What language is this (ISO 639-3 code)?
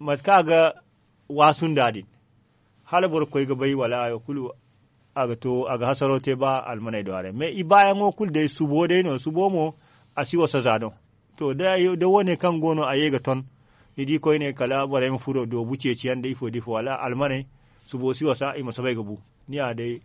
dje